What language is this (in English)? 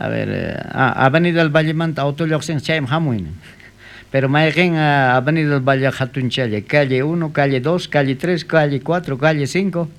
South Bolivian Quechua